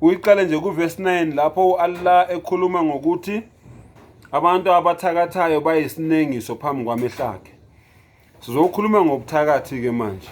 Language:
Zulu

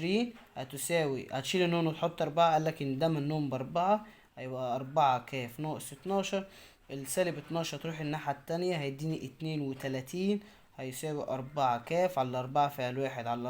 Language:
Egyptian Arabic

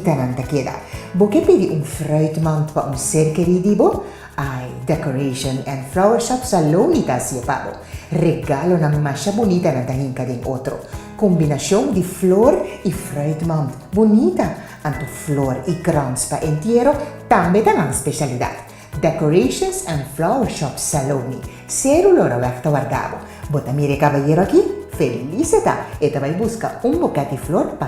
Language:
Papiamento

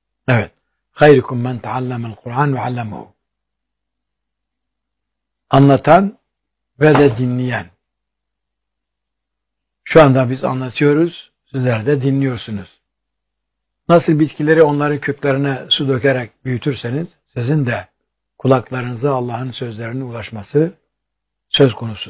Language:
Turkish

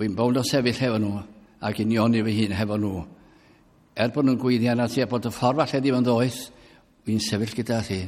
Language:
Welsh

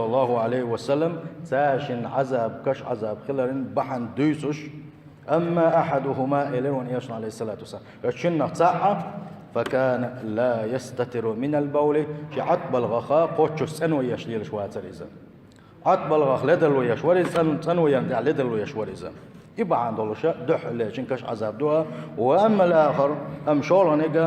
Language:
Chechen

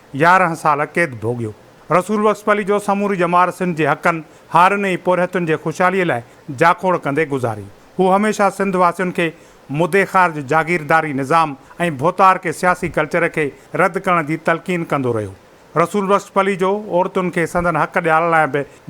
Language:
Sindhi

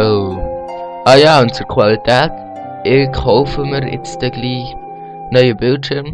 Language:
Swiss German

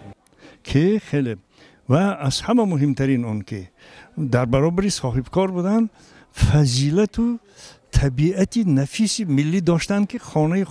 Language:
Tajik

